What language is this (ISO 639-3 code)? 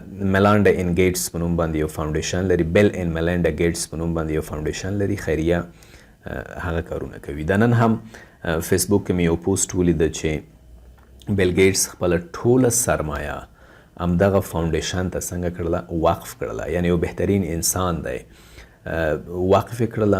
pus